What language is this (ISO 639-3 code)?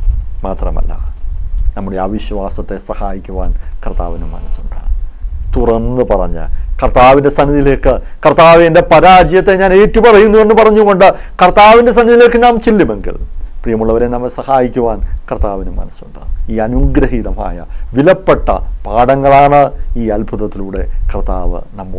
mal